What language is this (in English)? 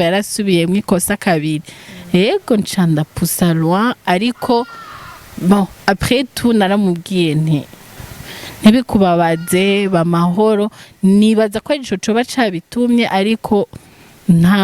Rundi